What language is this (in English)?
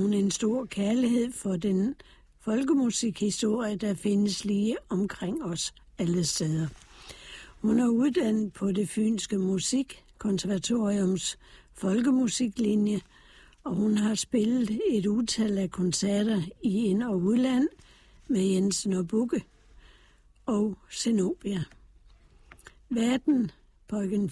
Danish